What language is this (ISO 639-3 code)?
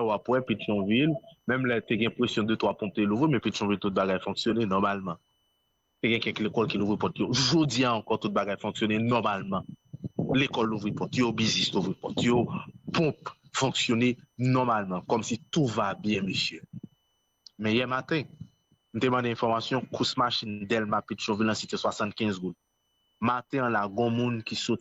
hat